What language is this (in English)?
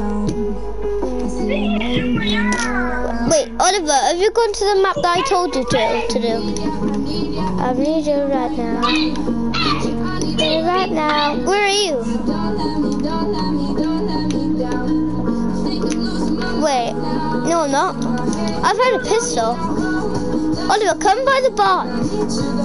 English